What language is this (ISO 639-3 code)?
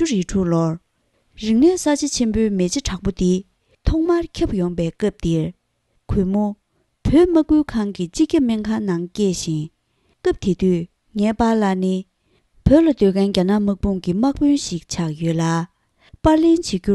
bod